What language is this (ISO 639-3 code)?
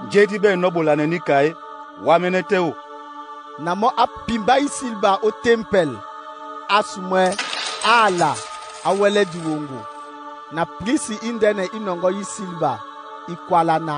dua